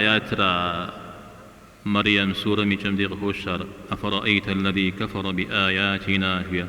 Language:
Kabardian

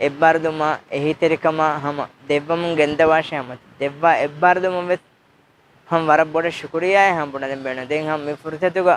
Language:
Divehi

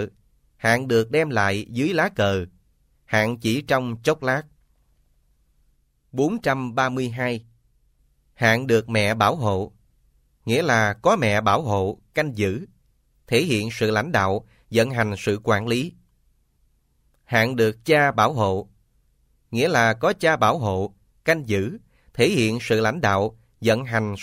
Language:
Vietnamese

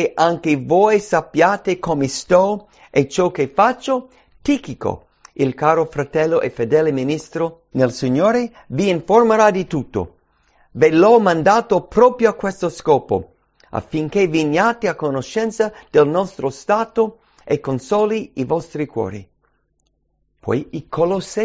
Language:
Italian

